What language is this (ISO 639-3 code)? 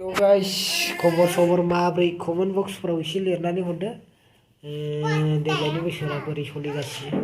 brx